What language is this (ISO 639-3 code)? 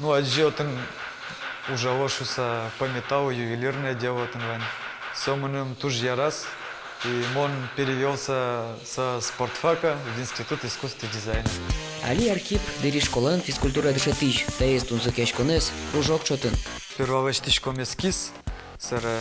udm